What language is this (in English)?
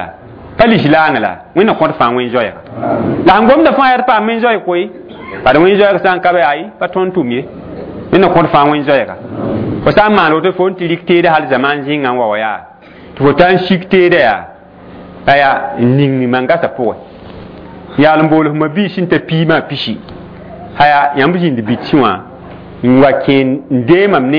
Mossi